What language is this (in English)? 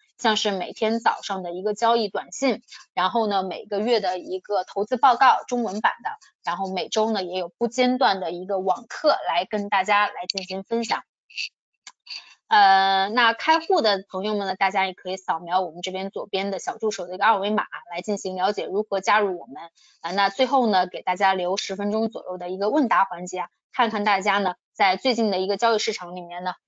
Chinese